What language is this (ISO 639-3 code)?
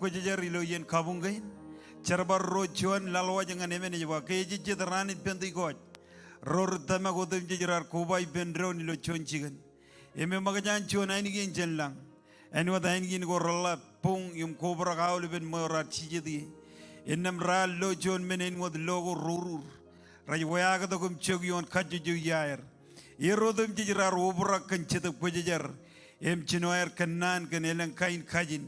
mah